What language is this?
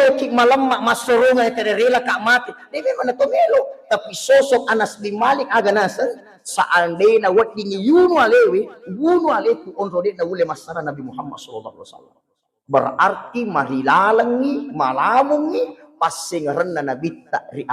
Buginese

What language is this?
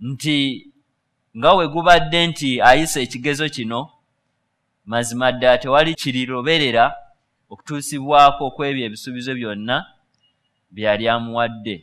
Ganda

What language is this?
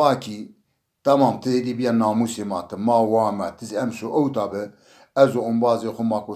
Zaza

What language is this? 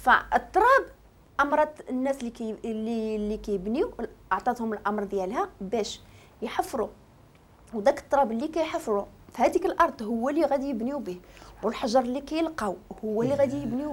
Moroccan Arabic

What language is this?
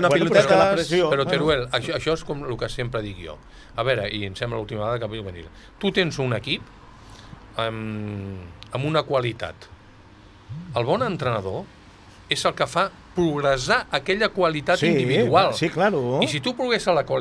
Catalan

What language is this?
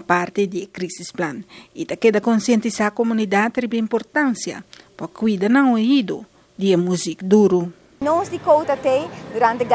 Papiamento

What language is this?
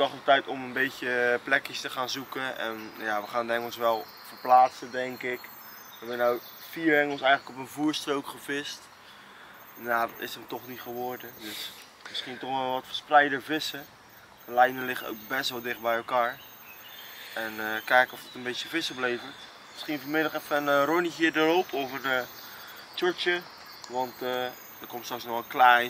Dutch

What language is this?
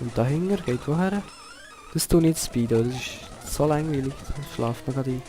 Swiss German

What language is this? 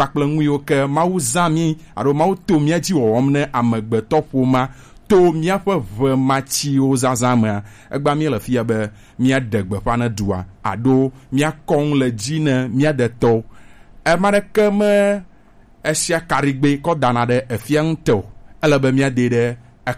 Gen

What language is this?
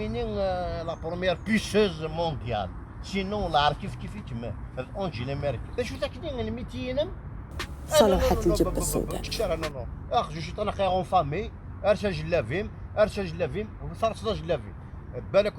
Kabyle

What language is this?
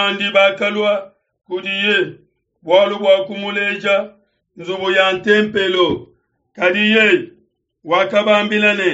Luba-Lulua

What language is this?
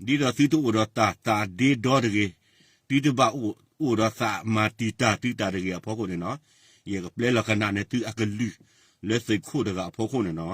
S'gaw Karen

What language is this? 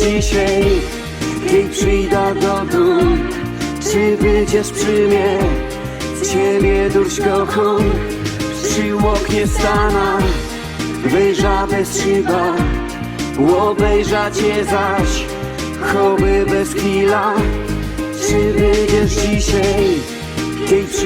Silesian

